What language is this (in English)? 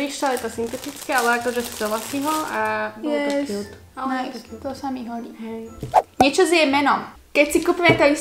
Slovak